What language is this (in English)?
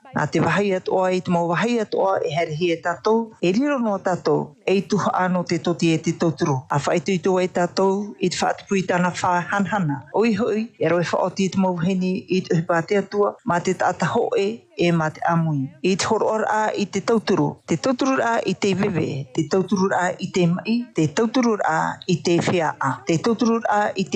Tahitian